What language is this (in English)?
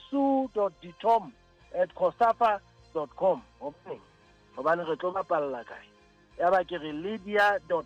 Southern Sotho